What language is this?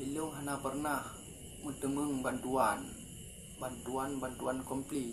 Achinese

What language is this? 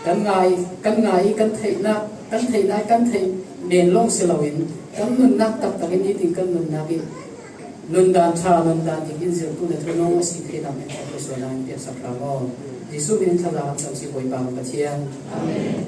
Falam Chin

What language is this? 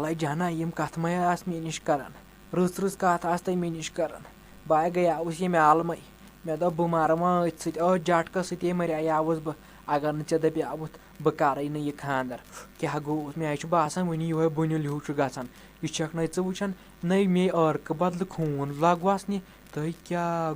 Kashmiri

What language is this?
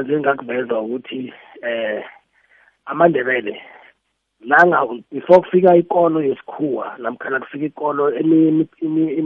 South Ndebele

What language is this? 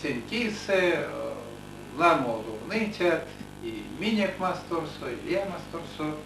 Erzya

